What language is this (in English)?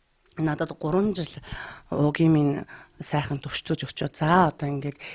Mongolian